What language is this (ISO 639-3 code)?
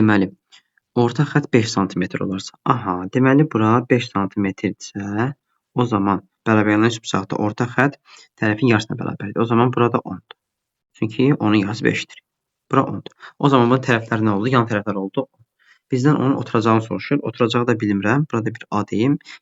aze